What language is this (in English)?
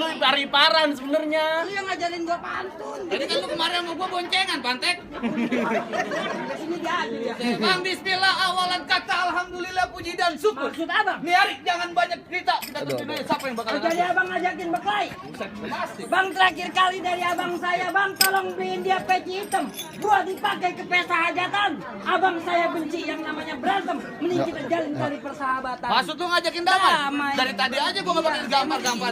Betawi